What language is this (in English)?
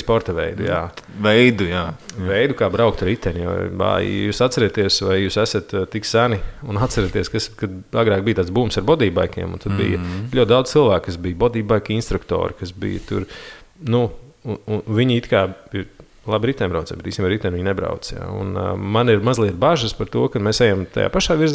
Latvian